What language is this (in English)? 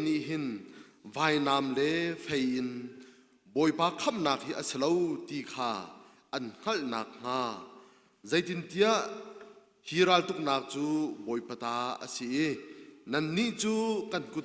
Hakha Chin